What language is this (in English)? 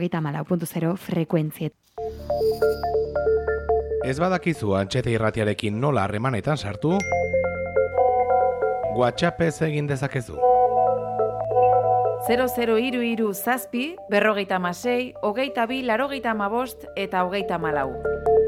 Basque